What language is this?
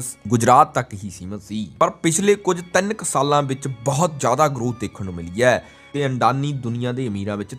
Punjabi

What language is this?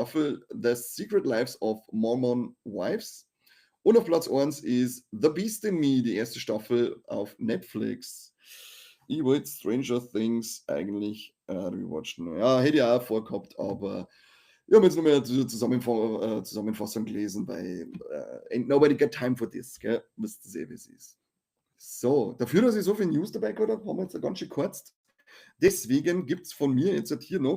Bavarian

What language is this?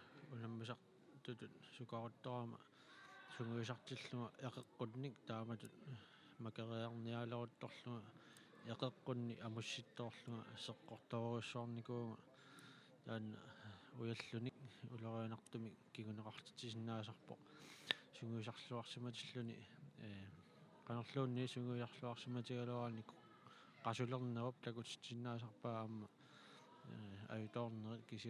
Kalaallisut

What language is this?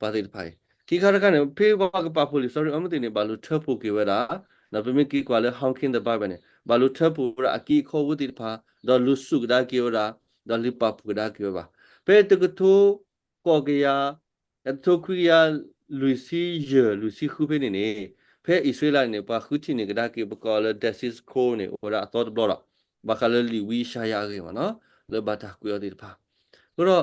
S'gaw Karen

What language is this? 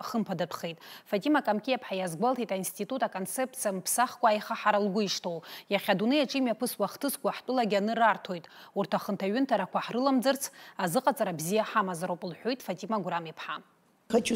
Abkhazian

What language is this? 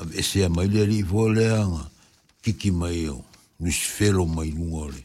Samoan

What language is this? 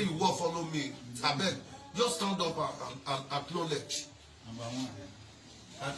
Nigerian Pidgin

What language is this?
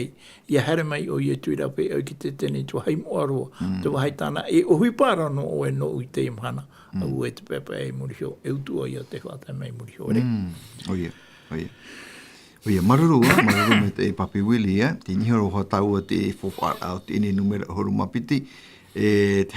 Tahitian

